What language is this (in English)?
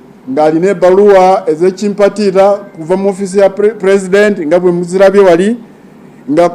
Ganda